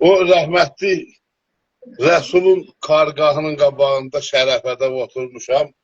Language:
South Azerbaijani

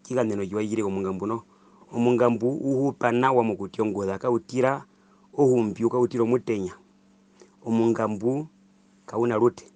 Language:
Herero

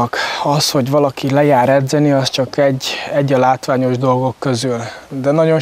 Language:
Hungarian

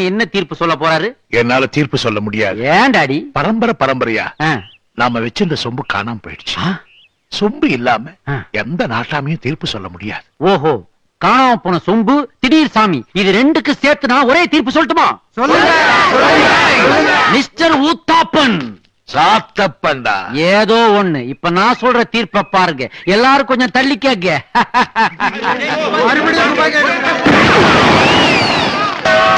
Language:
Tamil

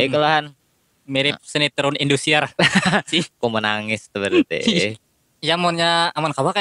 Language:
Banjar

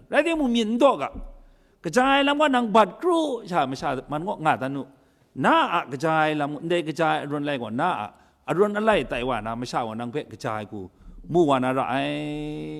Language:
Kachin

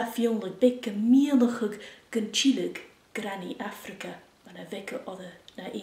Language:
Scottish Gaelic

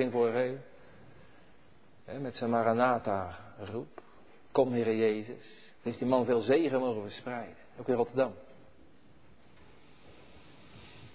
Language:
Dutch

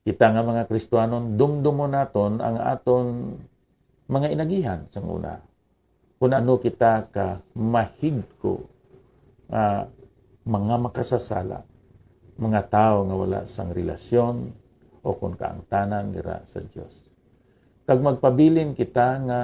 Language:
Hiligaynon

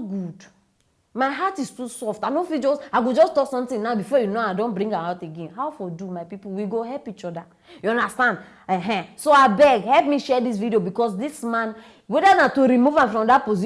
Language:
Nigerian Pidgin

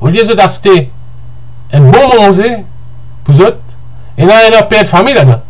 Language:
Morisyen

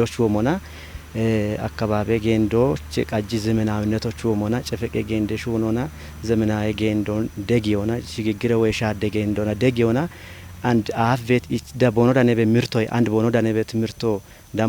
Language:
Kafa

